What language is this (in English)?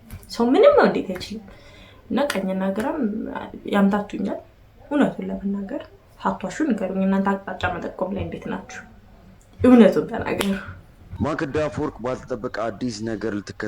Amharic